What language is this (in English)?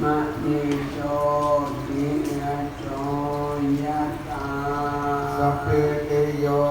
Pali